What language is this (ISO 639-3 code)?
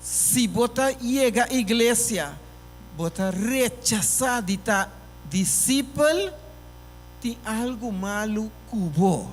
pap